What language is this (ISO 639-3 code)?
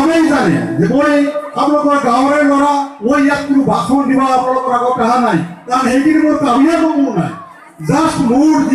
asm